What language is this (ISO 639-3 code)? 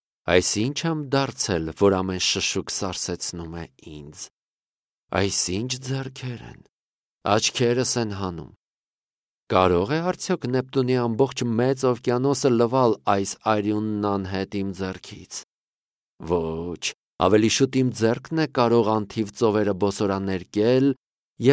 hye